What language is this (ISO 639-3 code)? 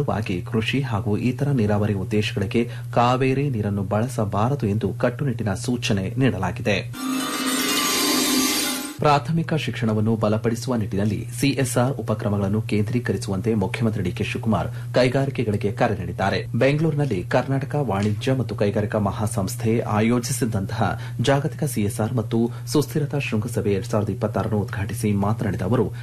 kan